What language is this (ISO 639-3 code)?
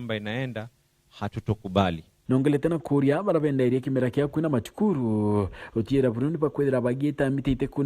mer